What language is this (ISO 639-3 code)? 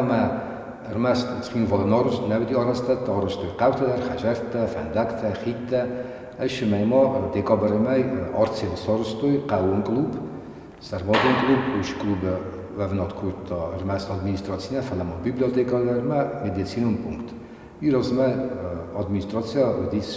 oss